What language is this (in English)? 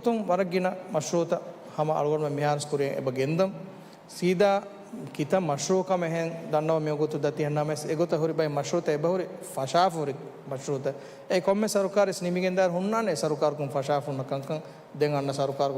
Divehi